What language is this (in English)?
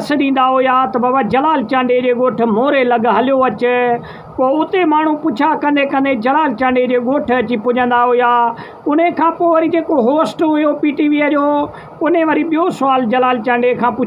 Sindhi